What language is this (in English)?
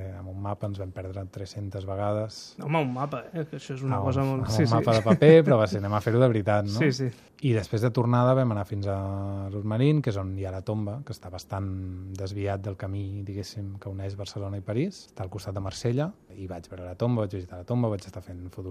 Catalan